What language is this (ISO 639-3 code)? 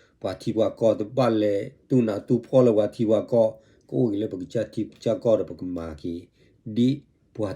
ksw